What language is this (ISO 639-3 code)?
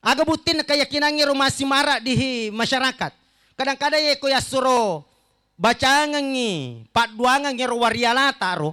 bug